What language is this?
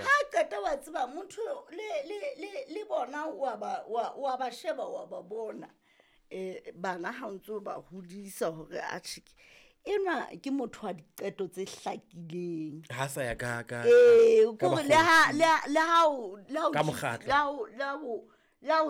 Southern Sotho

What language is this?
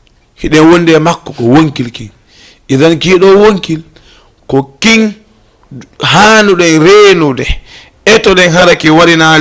Fula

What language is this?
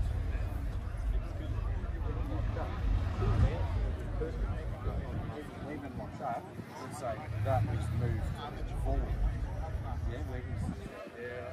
English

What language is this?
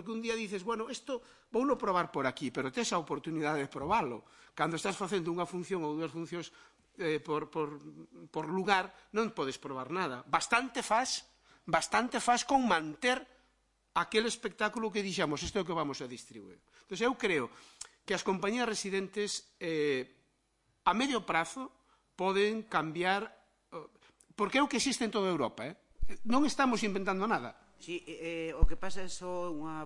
Galician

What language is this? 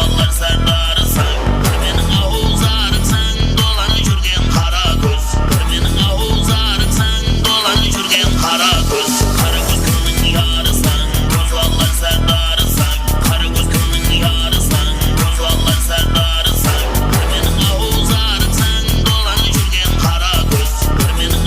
Kara-Kalpak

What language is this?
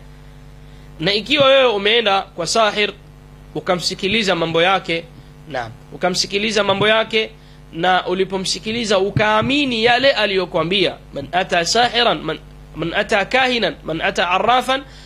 Swahili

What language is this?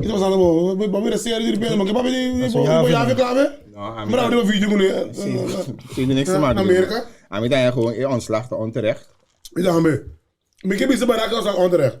Papiamento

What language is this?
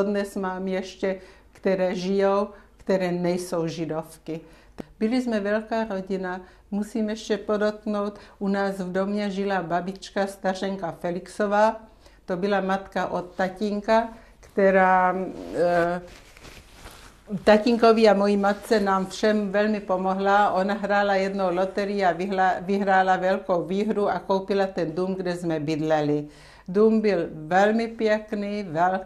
Czech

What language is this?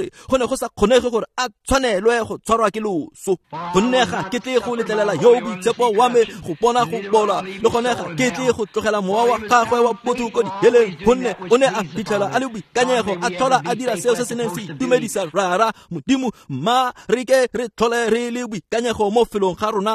Tswana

